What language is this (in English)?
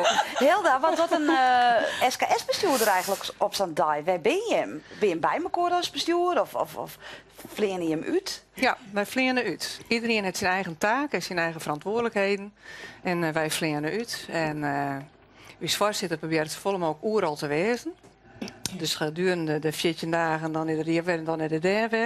Western Frisian